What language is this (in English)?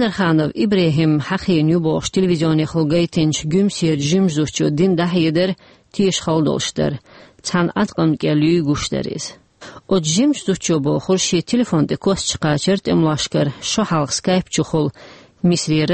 Chechen